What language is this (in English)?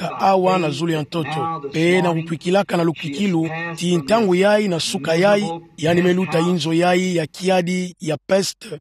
Kituba (Democratic Republic of Congo)